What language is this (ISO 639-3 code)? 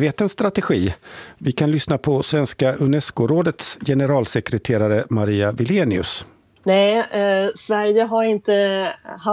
swe